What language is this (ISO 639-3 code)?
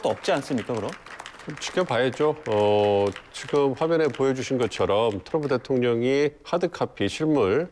kor